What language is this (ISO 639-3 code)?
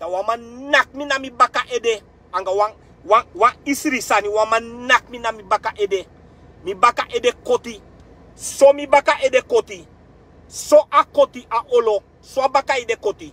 srn